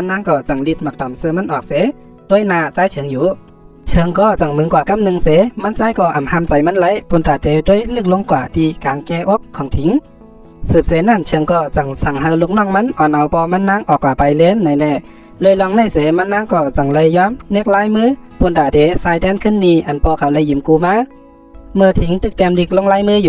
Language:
Shan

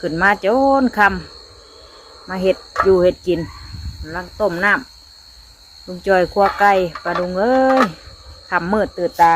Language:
Northeastern Thai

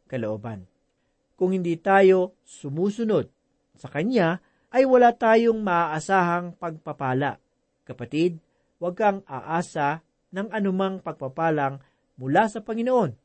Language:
Filipino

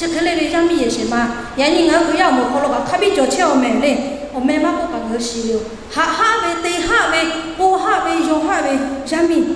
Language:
Lahu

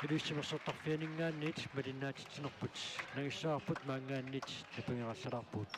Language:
Kalaallisut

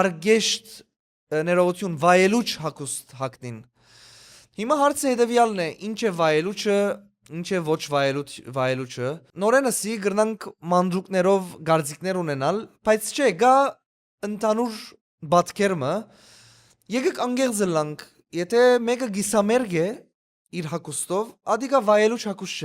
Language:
Western Armenian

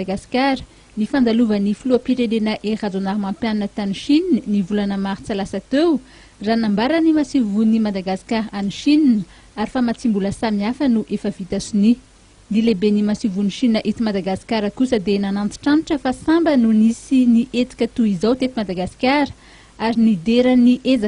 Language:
Malagasy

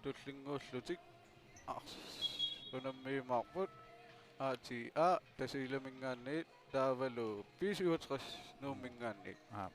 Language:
Kalaallisut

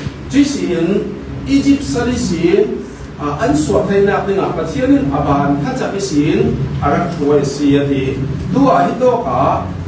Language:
Falam Chin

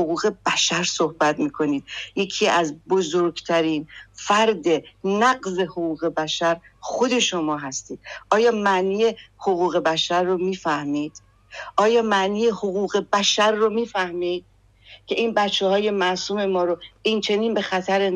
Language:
Persian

